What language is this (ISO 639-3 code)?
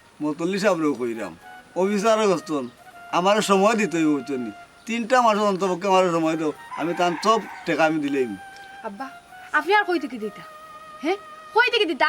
syl